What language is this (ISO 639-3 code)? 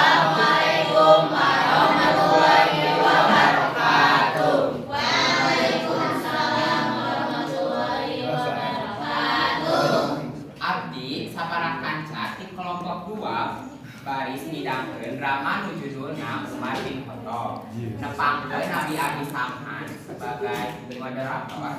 sun